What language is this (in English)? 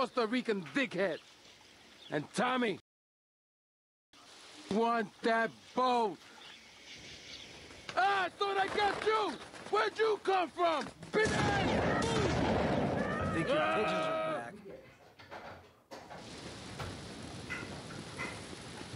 English